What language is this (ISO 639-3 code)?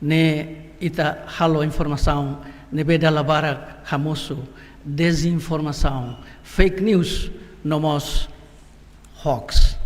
tet